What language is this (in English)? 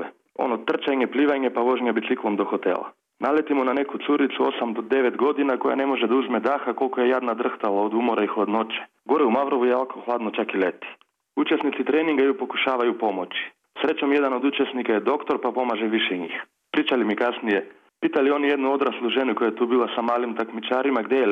Serbian